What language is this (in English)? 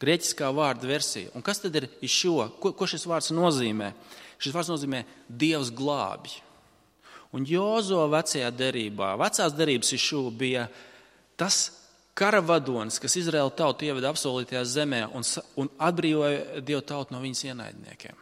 Latvian